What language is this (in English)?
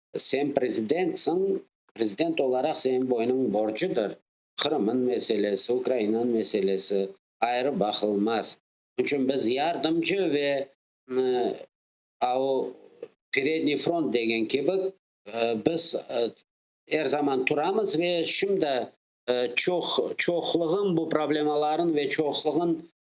Crimean Tatar